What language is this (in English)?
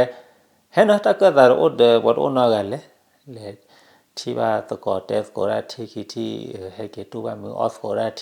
S'gaw Karen